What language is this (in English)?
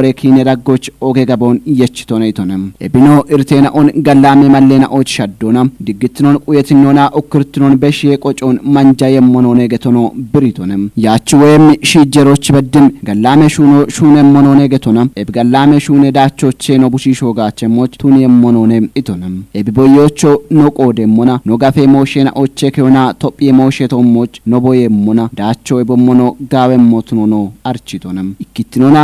Kafa